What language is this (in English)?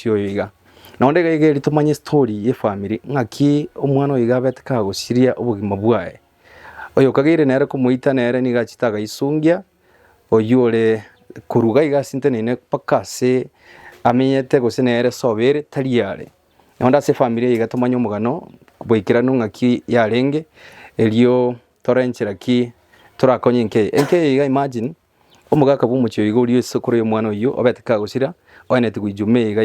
Gusii